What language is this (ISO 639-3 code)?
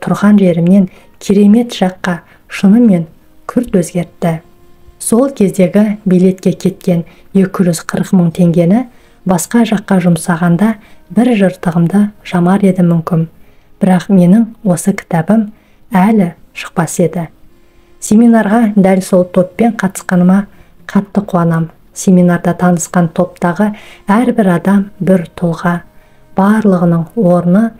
kaz